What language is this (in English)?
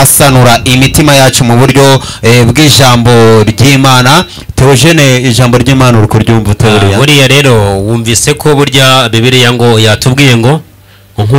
Kinyarwanda